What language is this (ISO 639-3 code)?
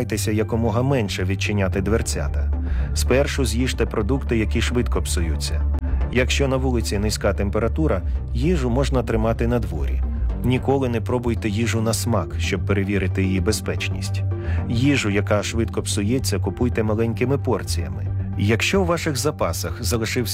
ukr